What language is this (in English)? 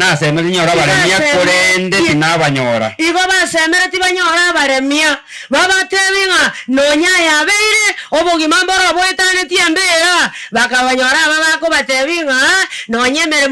Gusii